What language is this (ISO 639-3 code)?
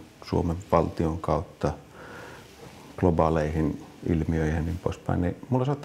fin